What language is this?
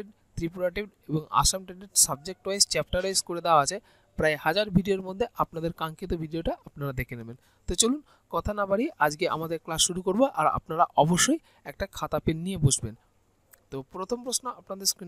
Bangla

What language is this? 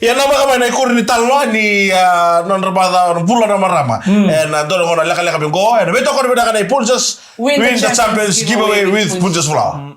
Fijian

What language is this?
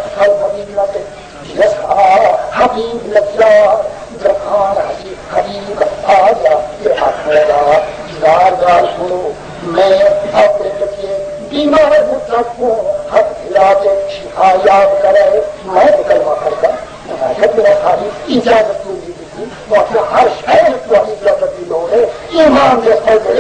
Saraiki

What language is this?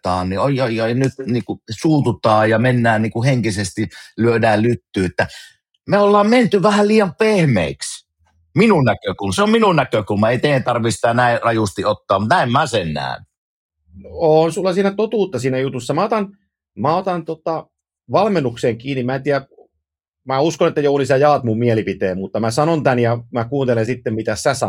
Finnish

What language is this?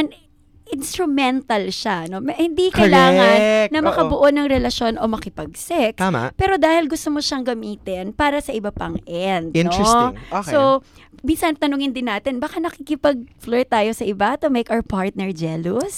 Filipino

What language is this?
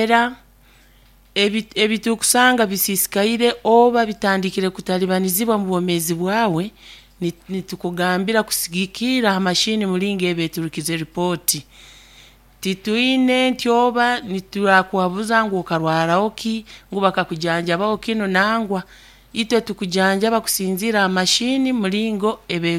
Nyankole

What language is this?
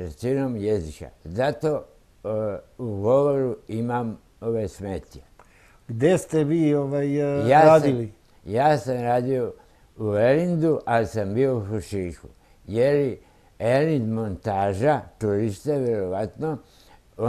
Serbian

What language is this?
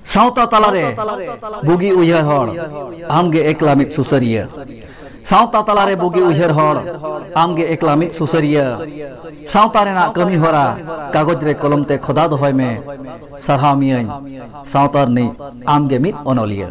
Santali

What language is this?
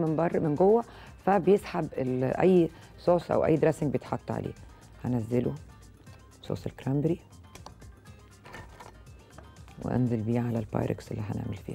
Egyptian Arabic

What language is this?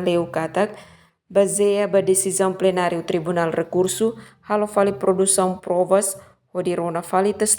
Tetum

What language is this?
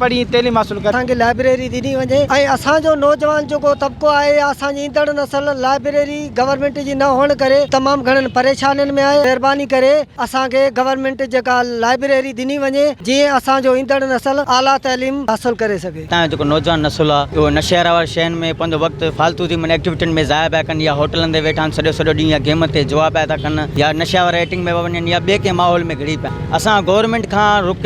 Sindhi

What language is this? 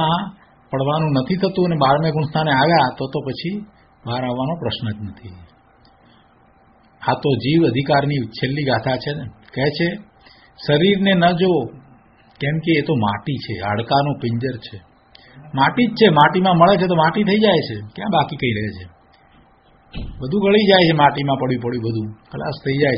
Gujarati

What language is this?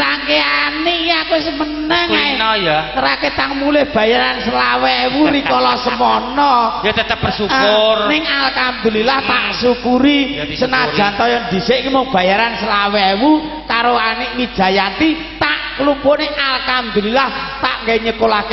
Javanese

